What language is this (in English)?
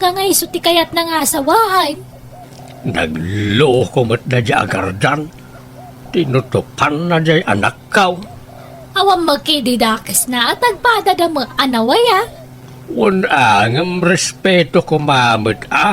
Iloko